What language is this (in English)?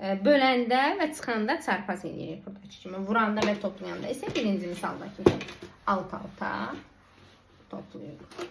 Azerbaijani